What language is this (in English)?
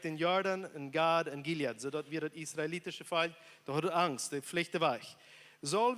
Plautdietsch